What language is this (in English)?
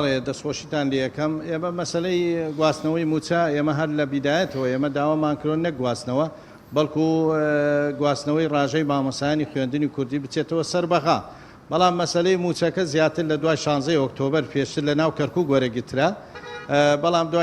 Central Kurdish